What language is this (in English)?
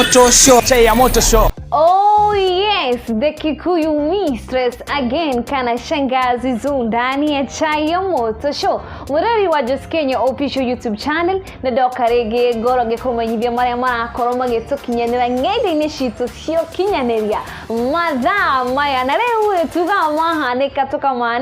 Kikuyu